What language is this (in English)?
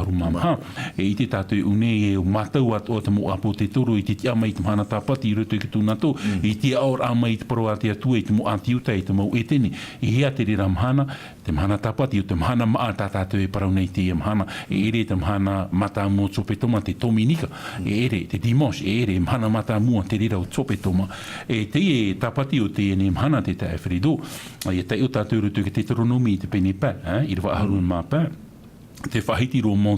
Tahitian